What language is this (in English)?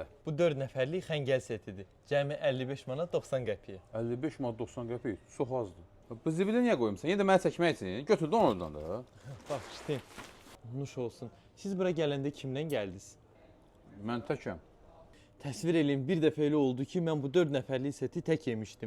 Azerbaijani